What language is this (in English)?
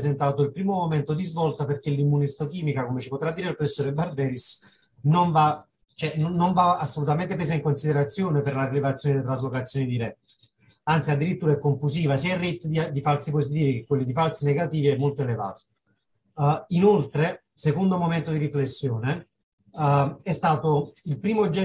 Italian